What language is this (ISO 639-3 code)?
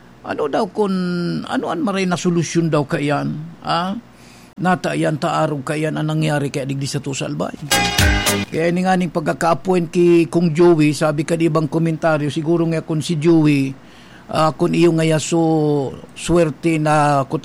bik